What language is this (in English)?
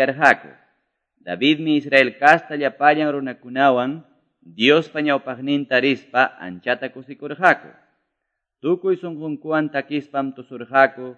Quechua